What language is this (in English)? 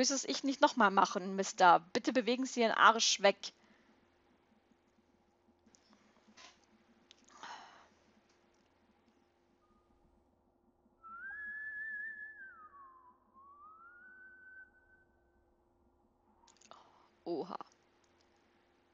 German